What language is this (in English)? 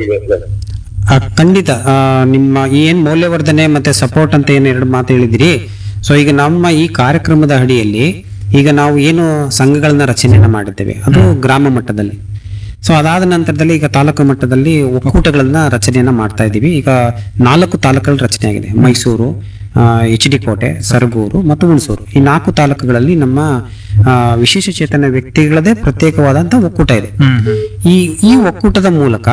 Kannada